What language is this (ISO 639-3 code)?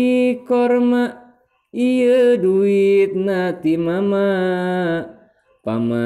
sun